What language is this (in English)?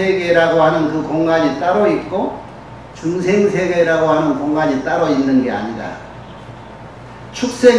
Korean